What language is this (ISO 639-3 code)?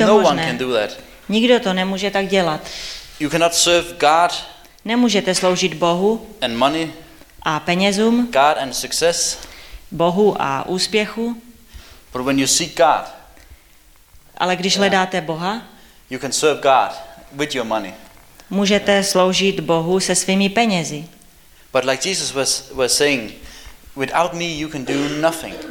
ces